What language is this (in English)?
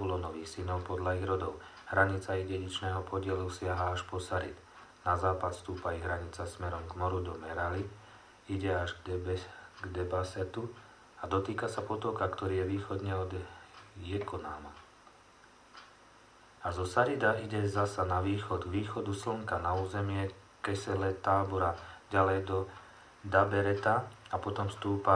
Slovak